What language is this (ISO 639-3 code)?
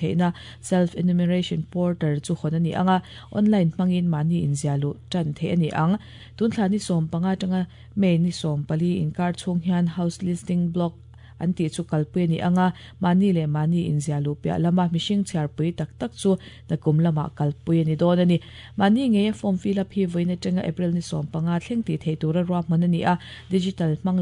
lus